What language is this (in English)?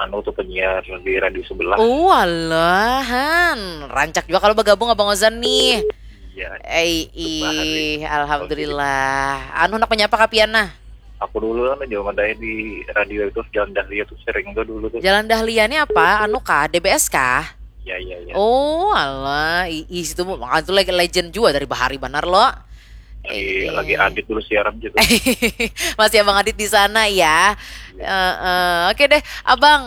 Banjar